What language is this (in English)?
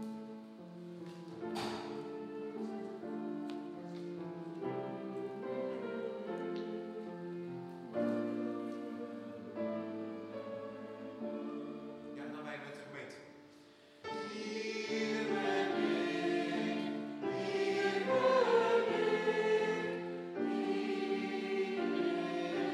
Dutch